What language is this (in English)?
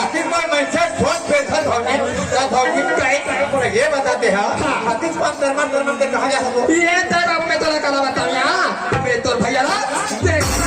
Chhattisgarhi